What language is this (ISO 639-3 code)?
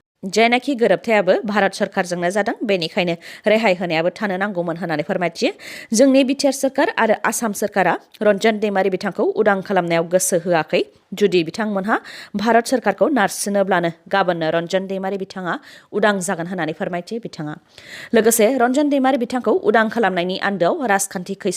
brx